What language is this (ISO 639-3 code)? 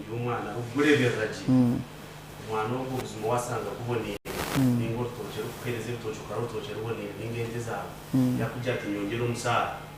nyn